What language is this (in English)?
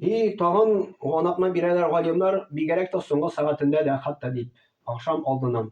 Tatar